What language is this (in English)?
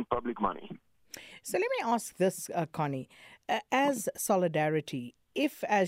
English